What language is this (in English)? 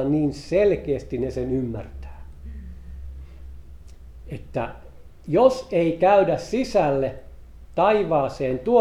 Finnish